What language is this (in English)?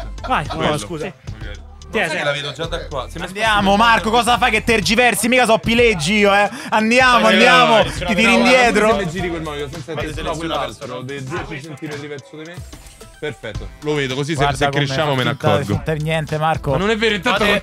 Italian